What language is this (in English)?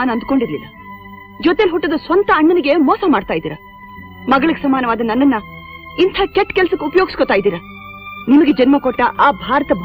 Kannada